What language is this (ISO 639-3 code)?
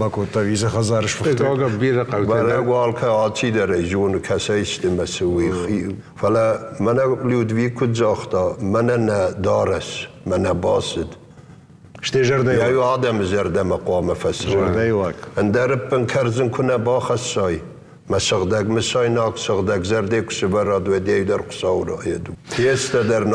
oss